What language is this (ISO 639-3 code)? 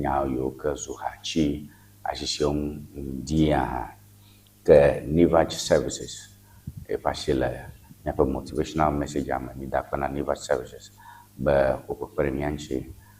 ewe